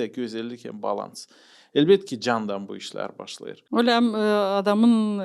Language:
Gagauz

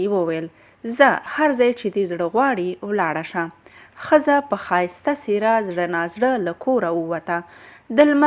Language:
Pashto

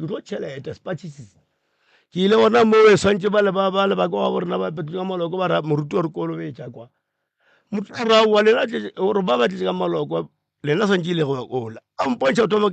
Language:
Northern Sotho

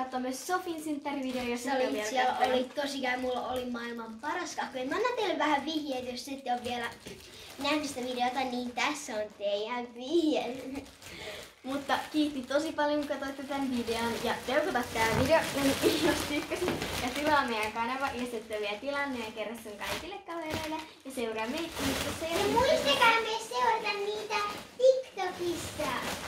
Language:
Finnish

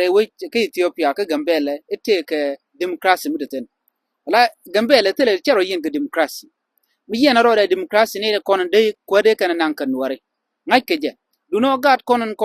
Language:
Nuer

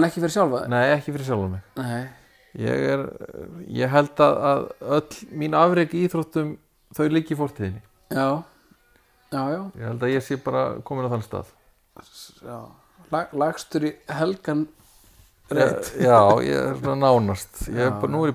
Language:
Icelandic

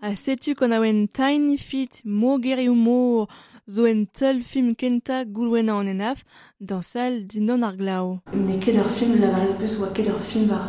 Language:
Breton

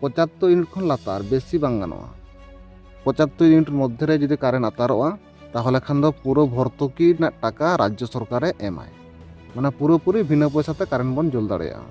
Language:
Santali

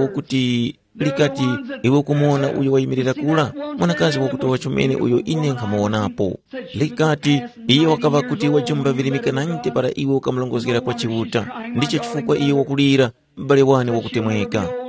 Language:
Tumbuka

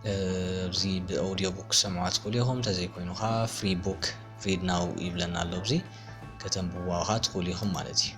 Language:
Tigrinya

